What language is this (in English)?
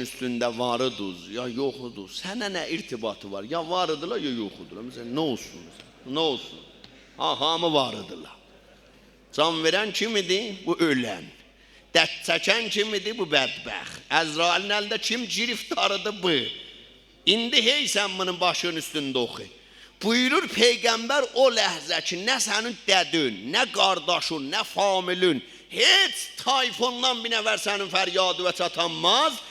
South Azerbaijani